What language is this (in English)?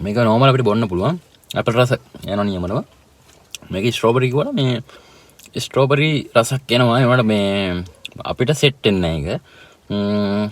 Sinhala